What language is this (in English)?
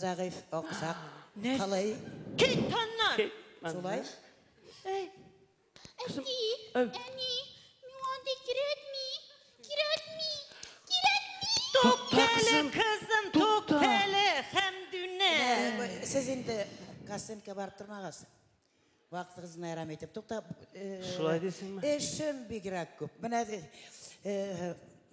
Tatar